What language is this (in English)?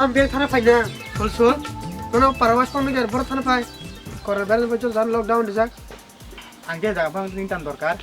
Kok Borok